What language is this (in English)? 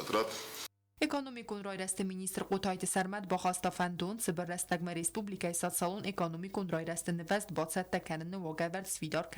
Ossetic